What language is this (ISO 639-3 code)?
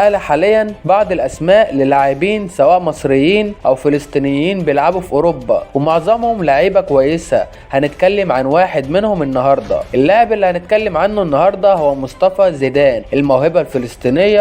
arz